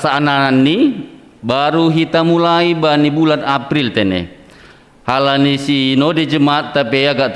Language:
Batak Simalungun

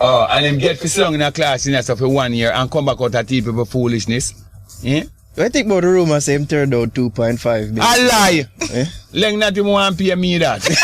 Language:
Jamaican Creole English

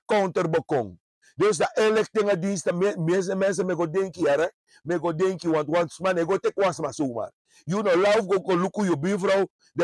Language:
Sranan Tongo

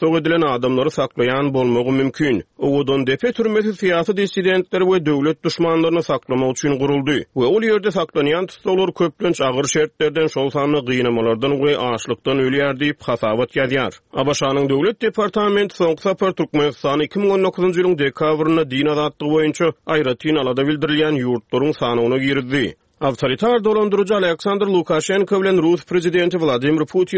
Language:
Turkmen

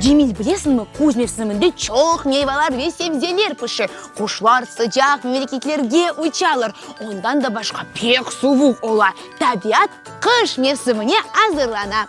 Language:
Crimean Tatar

